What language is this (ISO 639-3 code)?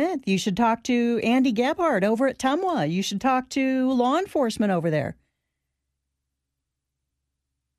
eng